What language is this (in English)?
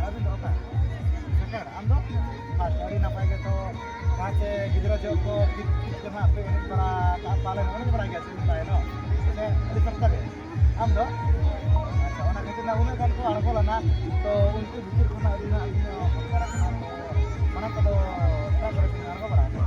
Santali